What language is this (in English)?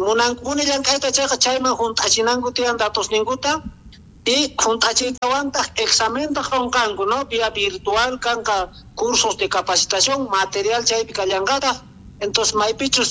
South Bolivian Quechua